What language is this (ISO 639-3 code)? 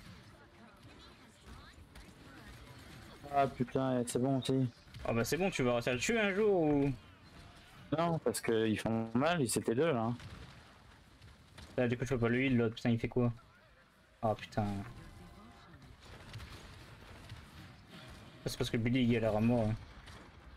fra